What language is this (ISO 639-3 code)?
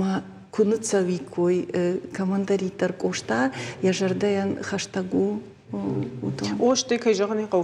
oss